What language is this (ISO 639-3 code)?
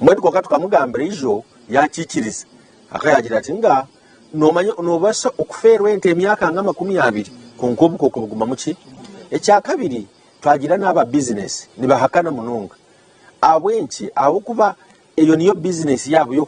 nyn